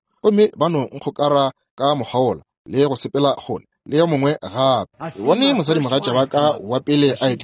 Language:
Northern Sotho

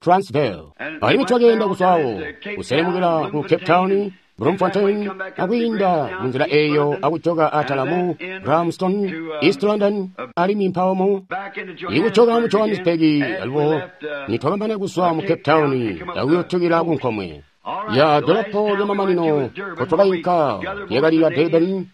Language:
Tonga (Zambia)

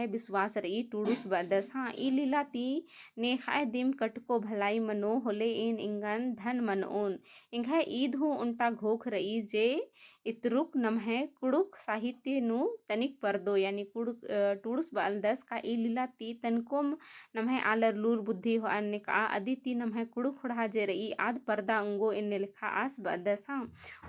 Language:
Kurukh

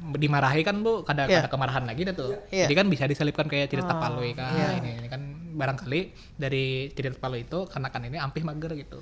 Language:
Banjar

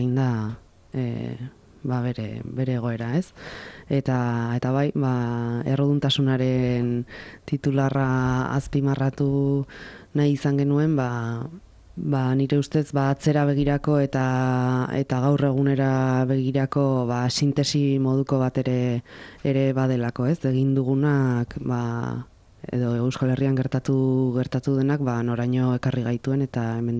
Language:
Basque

